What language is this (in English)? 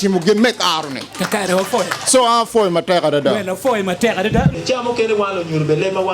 Acoli